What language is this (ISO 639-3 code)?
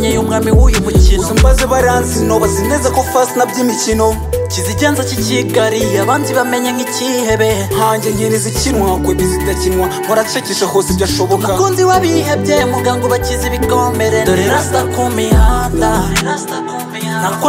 kin